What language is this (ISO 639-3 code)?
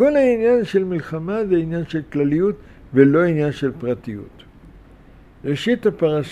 heb